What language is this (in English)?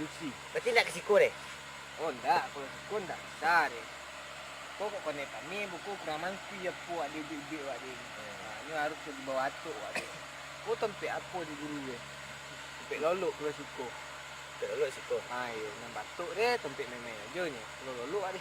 Minangkabau